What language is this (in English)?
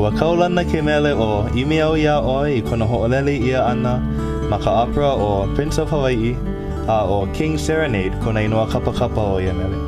Hawaiian